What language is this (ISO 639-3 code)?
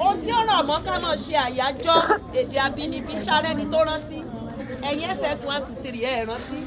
yor